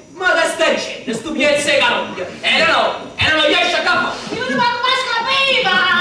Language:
Neapolitan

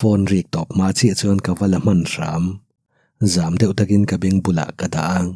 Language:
Mizo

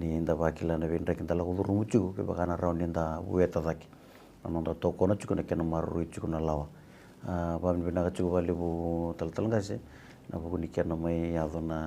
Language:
Fijian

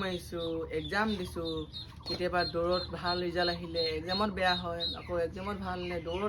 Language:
Assamese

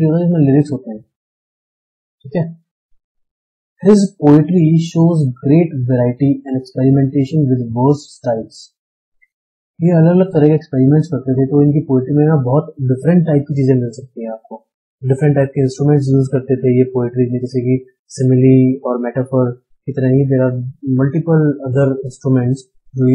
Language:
Hindi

